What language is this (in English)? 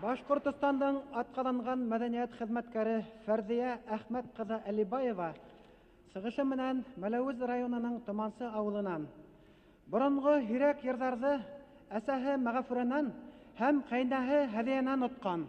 Bashkir